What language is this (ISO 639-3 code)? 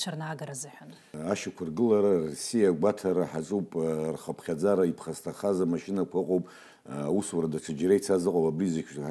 abk